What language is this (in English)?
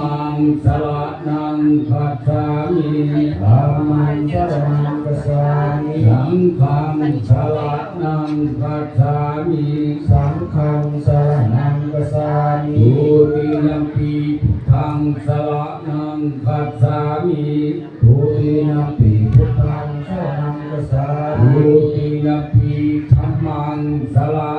Pali